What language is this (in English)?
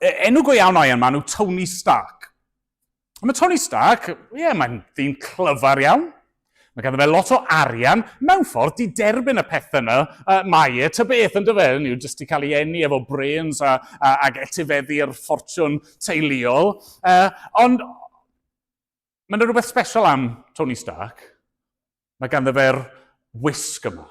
Welsh